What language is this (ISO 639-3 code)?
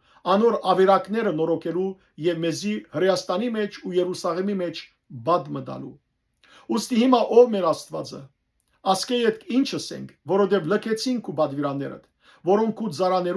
hyw